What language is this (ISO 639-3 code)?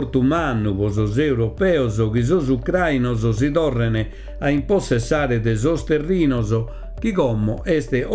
srd